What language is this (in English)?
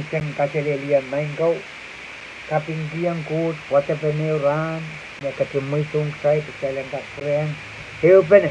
Pohnpeian